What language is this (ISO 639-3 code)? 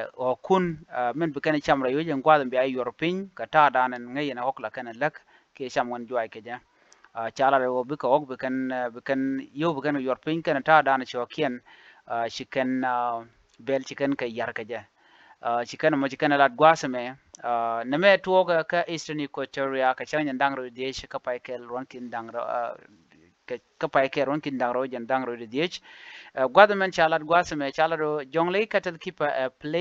nus